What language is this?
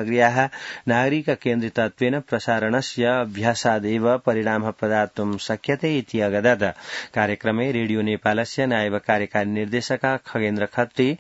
Sanskrit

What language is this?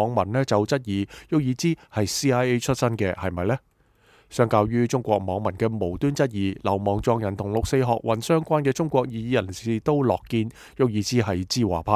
Cantonese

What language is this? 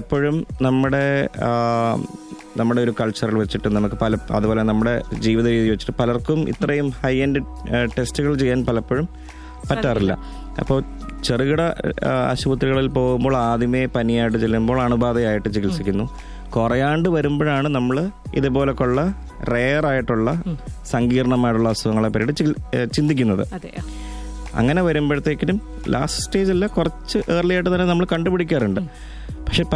Malayalam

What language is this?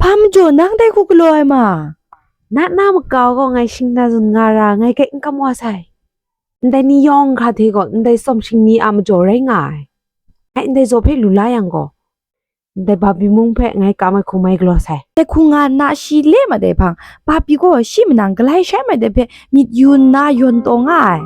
Kachin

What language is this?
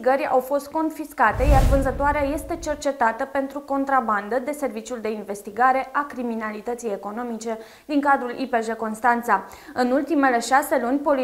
Romanian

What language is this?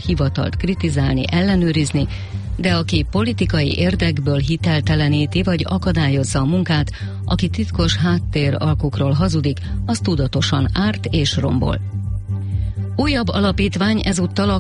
Hungarian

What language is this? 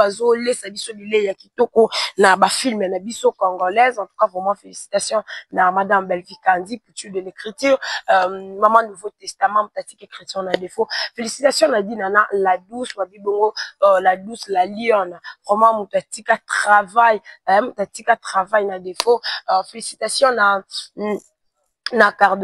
Lingala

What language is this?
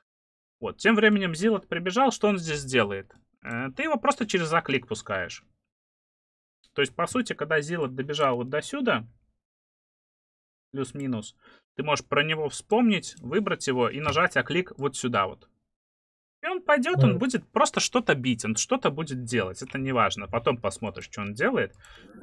Russian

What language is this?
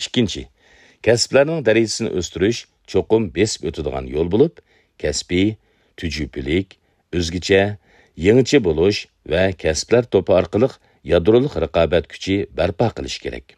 Uyghur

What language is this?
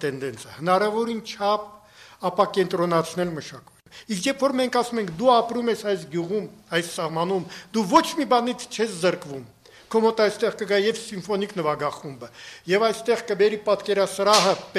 Armenian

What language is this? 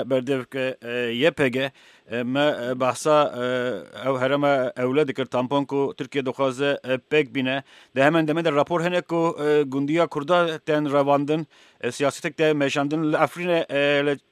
Kurdish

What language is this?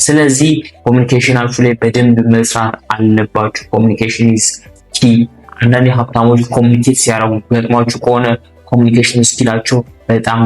Amharic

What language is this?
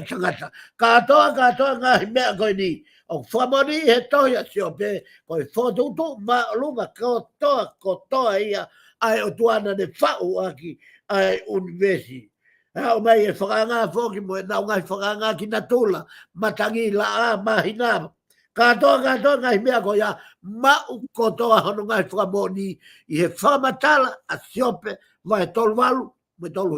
Tongan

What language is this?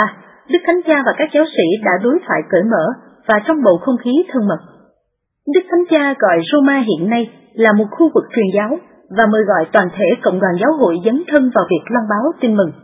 Vietnamese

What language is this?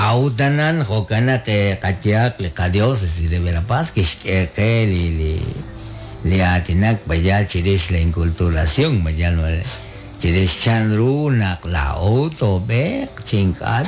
Kekchí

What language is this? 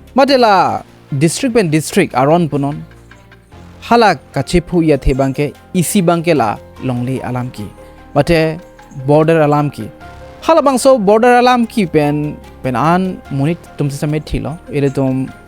Karbi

